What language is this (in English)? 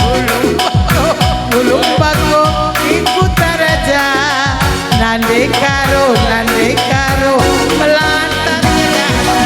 Batak Karo